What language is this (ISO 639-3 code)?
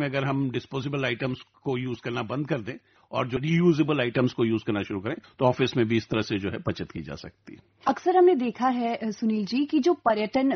hin